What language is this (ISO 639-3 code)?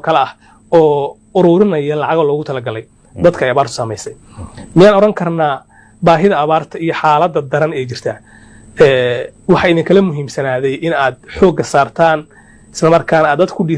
som